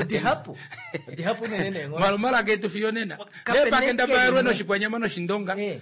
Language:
Kuanyama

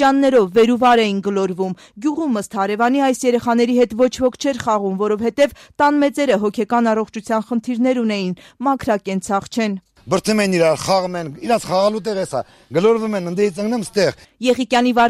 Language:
Armenian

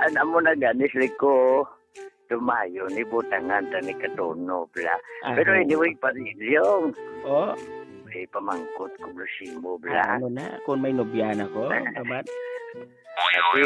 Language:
Hiligaynon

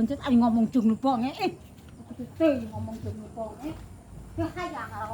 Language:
Sundanese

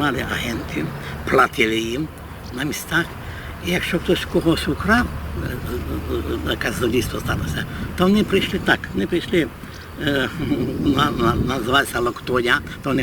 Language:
Rusyn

